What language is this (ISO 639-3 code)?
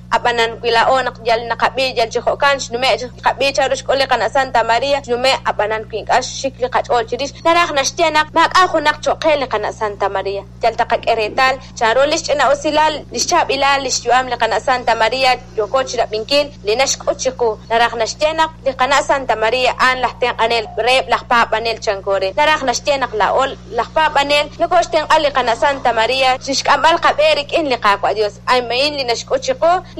kek